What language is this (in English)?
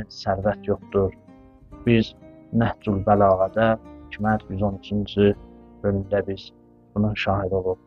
Azerbaijani